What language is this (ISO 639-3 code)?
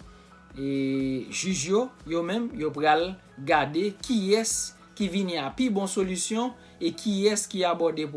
hat